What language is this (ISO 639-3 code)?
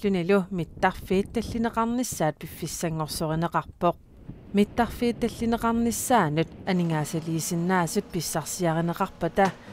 kal